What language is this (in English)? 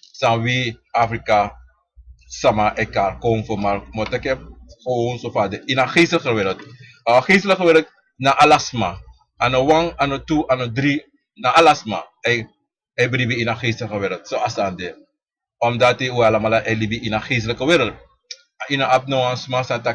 Sranan Tongo